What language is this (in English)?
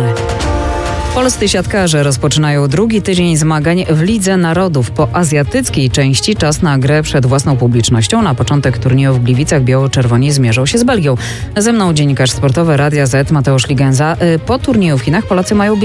Polish